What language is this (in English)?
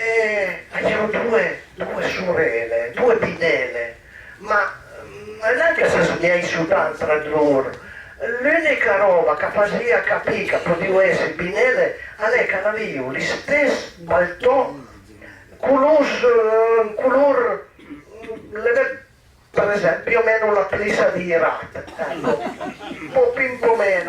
Piedmontese